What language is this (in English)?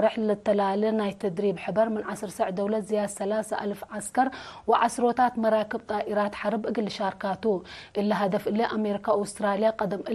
Tigre